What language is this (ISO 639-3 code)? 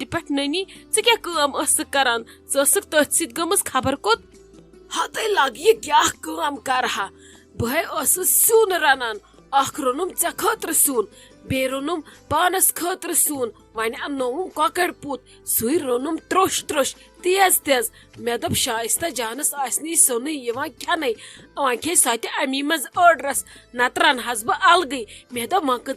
kas